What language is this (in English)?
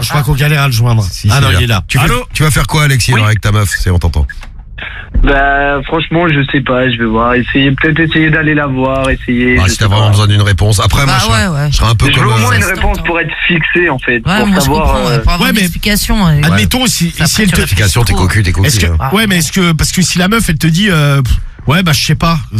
French